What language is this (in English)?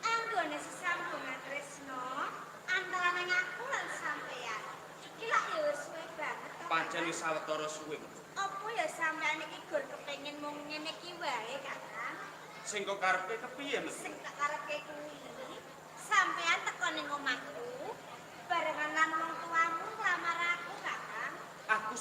Javanese